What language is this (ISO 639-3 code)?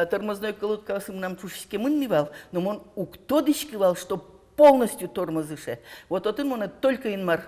udm